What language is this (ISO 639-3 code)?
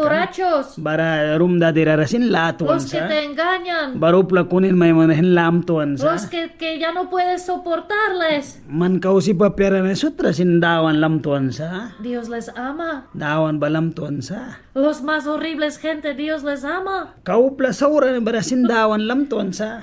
miq